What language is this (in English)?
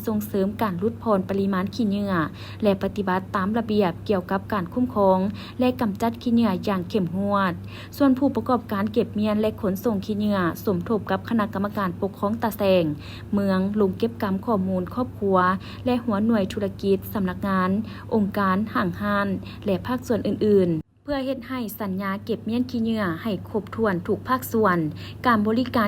Lao